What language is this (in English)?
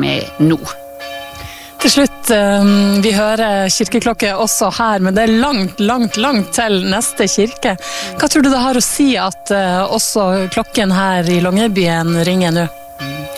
Norwegian